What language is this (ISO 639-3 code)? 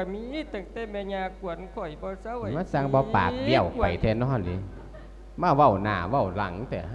lao